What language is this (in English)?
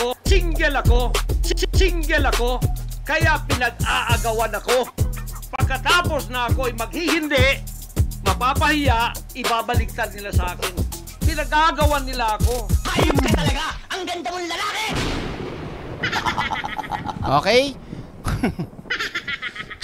Filipino